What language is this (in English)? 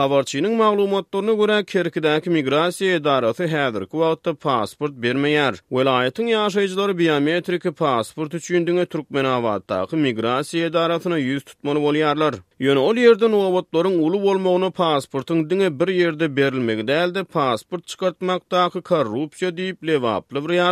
Turkmen